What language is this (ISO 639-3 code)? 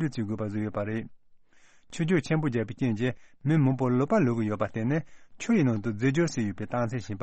bod